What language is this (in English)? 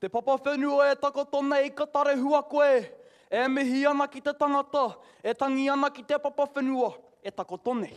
Māori